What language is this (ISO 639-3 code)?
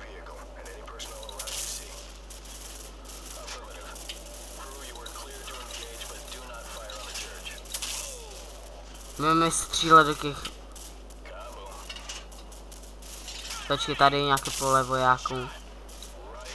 ces